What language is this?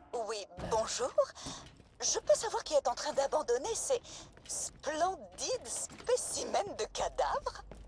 French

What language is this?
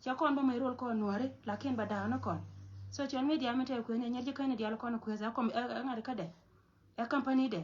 Nuer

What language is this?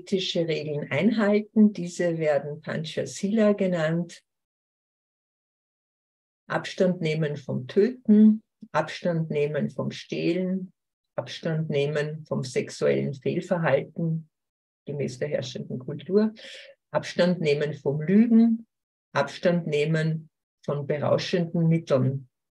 German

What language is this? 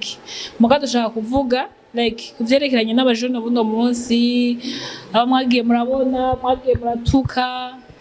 Rundi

